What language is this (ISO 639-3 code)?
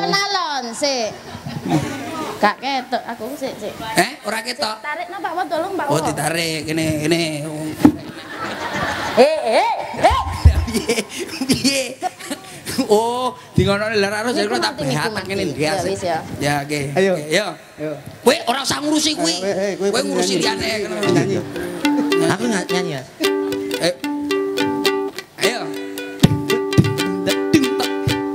jav